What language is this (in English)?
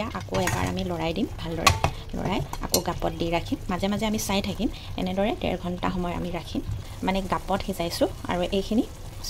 Assamese